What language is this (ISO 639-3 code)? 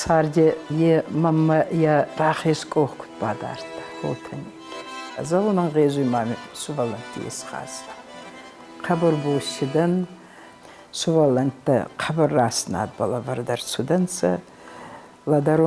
oss